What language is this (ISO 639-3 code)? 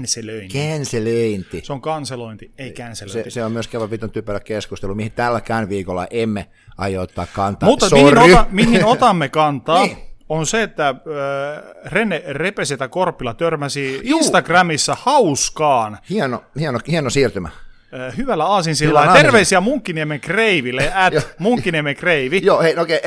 fin